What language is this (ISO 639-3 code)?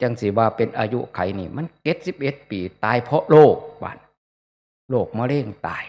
tts